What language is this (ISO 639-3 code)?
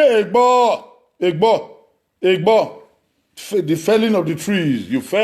bin